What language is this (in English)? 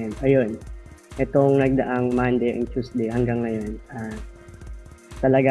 Filipino